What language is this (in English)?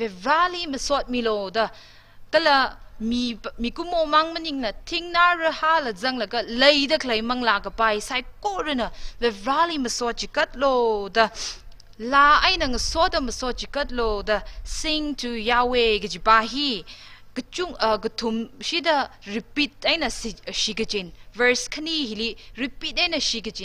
Tangkhul Naga (India)